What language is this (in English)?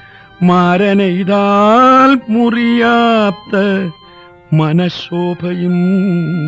Malayalam